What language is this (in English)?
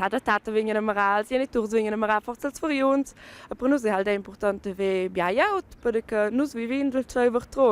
Romansh